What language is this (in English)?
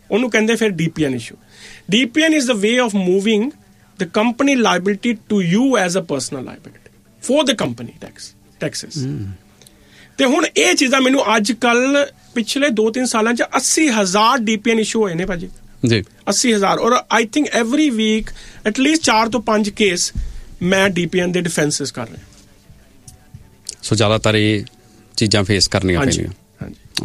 Punjabi